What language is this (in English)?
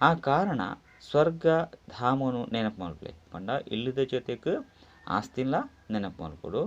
Tulu